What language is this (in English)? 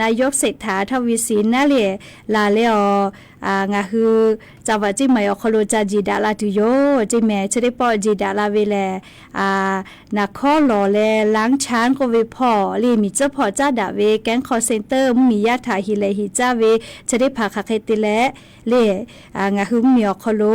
Lahu